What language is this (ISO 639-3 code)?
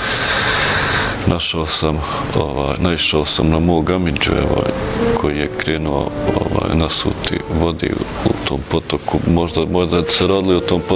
bos